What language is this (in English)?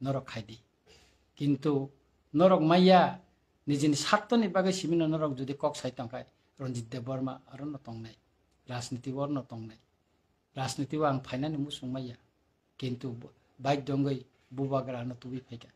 Kok Borok